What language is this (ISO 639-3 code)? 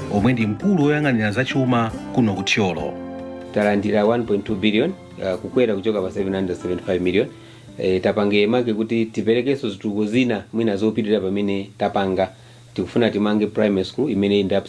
nya